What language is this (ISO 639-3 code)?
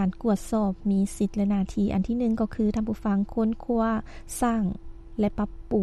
lao